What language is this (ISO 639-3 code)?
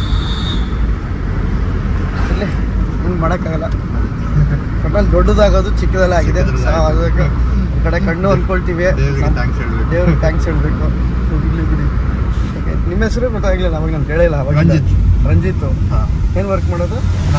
kan